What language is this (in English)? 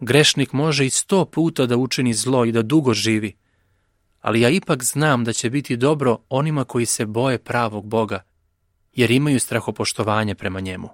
Serbian